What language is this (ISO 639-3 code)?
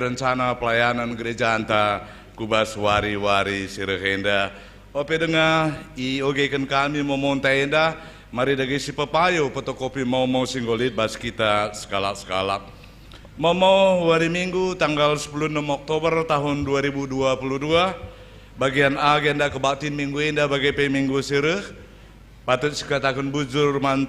btx